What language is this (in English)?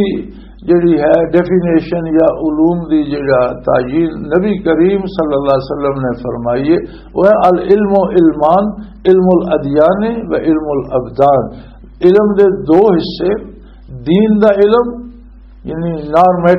Western Panjabi